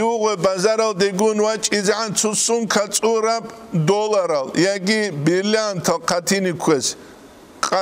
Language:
Avaric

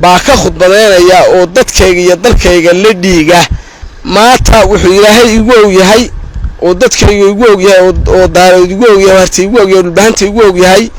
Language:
Somali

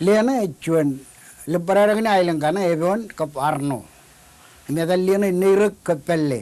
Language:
Marshallese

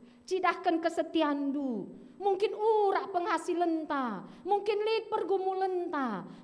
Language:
Batak Karo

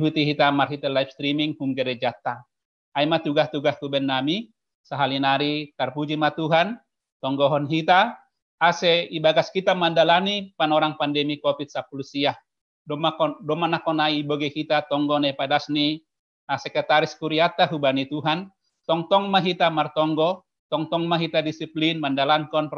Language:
Batak Simalungun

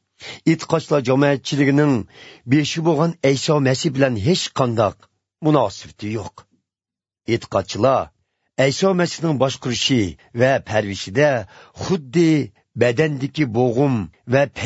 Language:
Uyghur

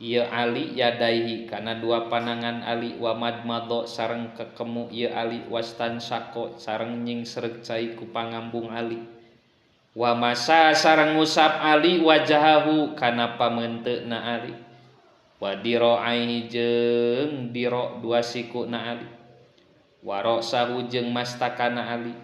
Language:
Sundanese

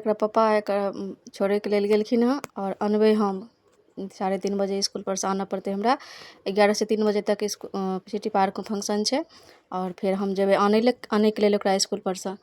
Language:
Maithili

